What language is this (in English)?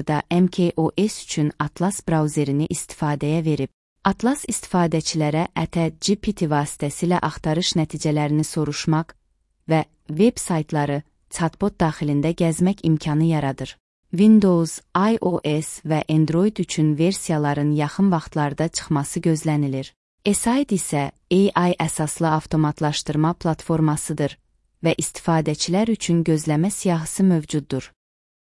Azerbaijani